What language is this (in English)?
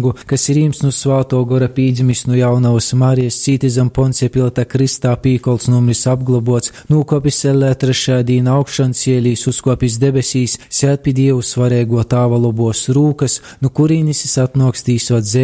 Latgalian